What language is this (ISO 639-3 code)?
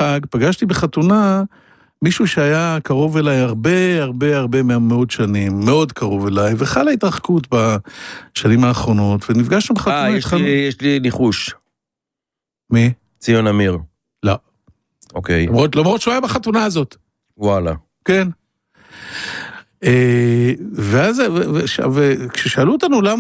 heb